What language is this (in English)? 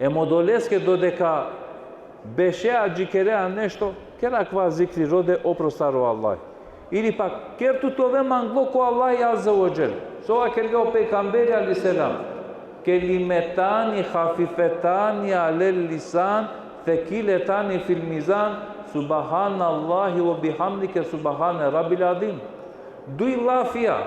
Balkan Romani